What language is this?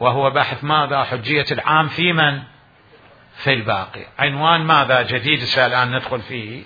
Mesopotamian Arabic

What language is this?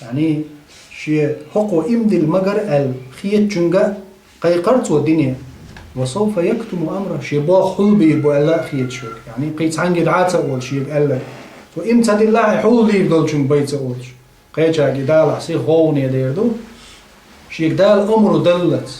Chechen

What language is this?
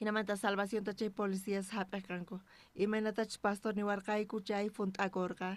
South Bolivian Quechua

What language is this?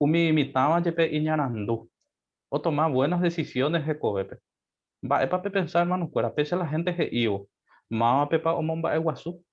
Guarani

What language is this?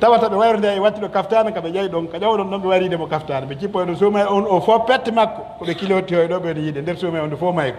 Pular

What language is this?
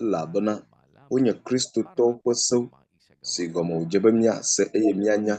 Ewe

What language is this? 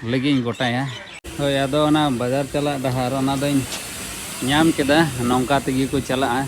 Santali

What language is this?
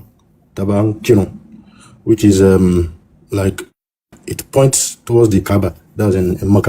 Yoruba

